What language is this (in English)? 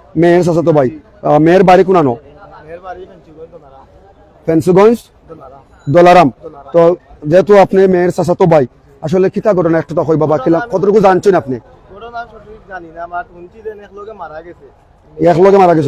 Sylheti